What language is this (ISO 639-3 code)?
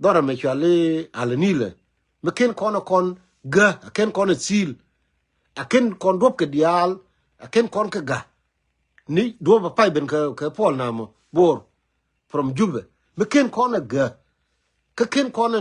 nus